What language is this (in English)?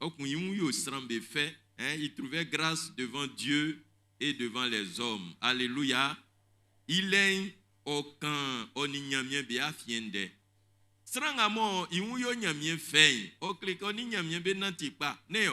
Baoulé